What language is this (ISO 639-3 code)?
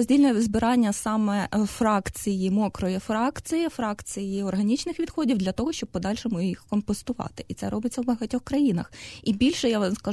ukr